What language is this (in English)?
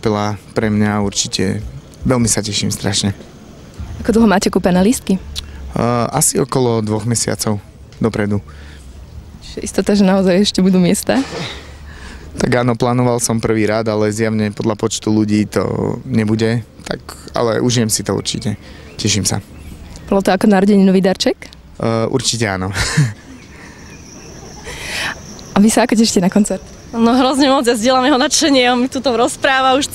Slovak